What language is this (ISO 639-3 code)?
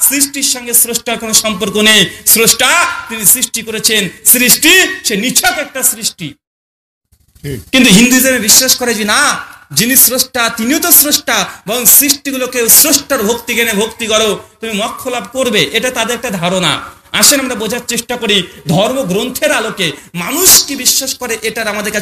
ben